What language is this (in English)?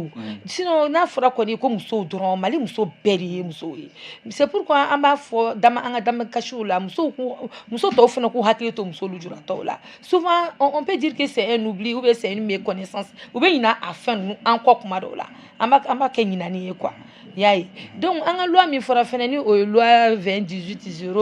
Bambara